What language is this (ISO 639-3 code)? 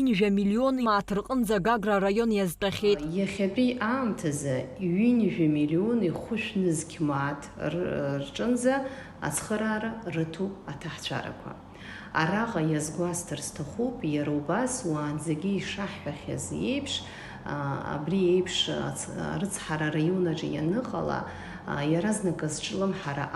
abk